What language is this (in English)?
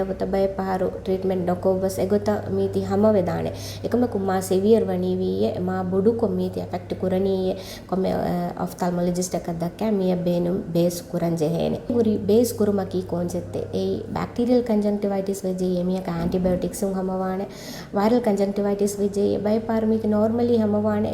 Divehi